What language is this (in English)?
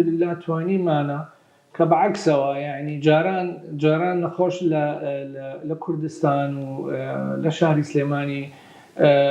Central Kurdish